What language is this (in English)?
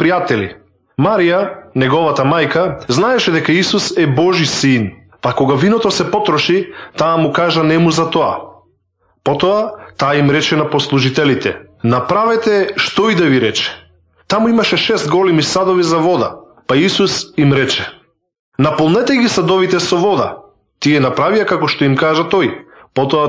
Macedonian